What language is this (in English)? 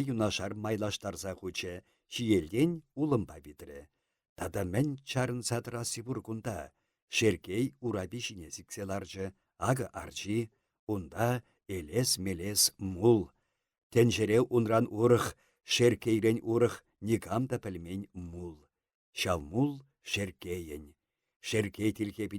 Chuvash